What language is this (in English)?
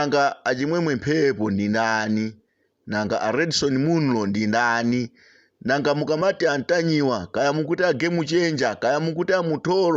Nyanja